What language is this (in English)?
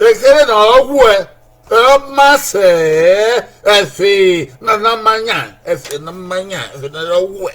Bini